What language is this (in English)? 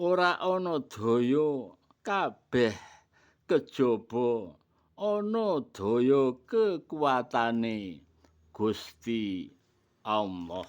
Javanese